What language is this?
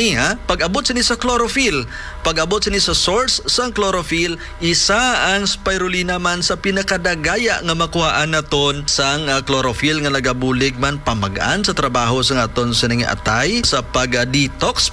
Hiligaynon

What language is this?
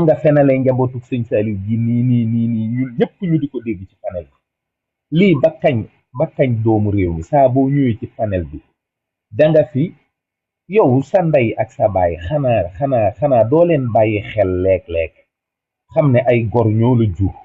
Wolof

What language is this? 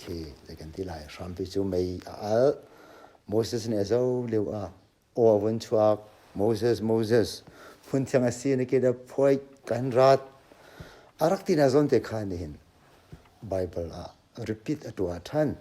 Hakha Chin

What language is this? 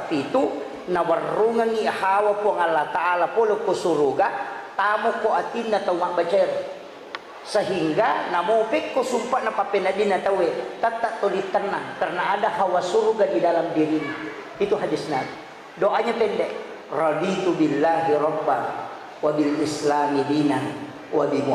Buginese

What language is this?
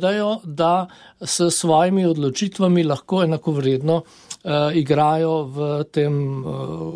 Slovenian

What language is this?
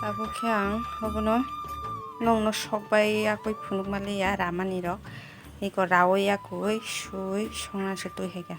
Kok Borok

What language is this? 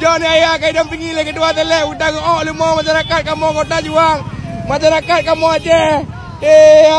Achinese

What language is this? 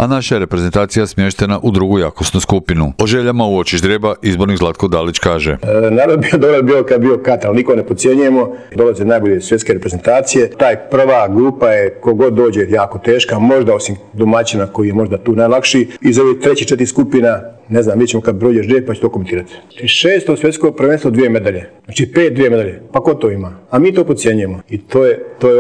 Croatian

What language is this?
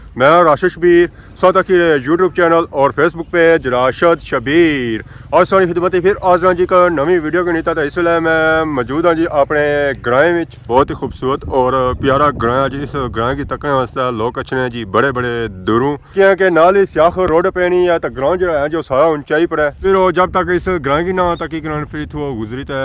Pahari-Potwari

